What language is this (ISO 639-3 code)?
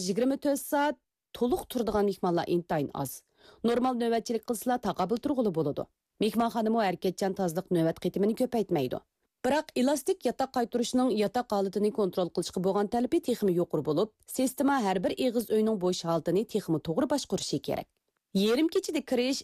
uig